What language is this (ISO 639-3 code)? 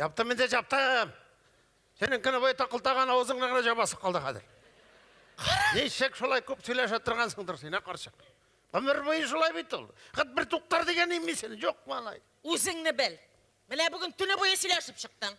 tat